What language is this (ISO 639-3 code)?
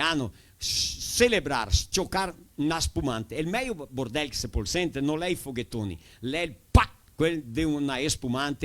vec